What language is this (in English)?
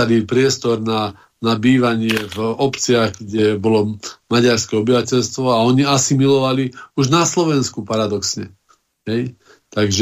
Slovak